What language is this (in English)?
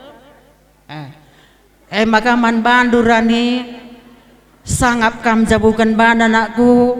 Batak Karo